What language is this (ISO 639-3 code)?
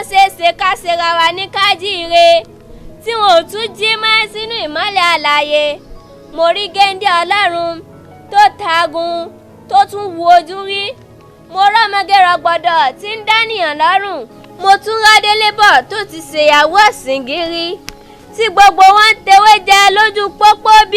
yor